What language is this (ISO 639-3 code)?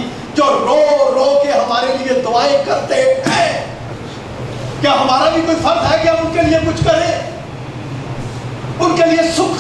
urd